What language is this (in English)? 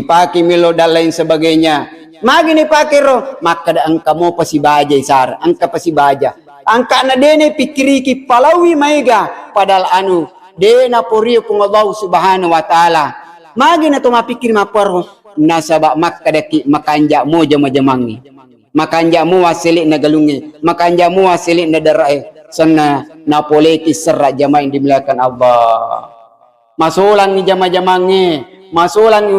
Buginese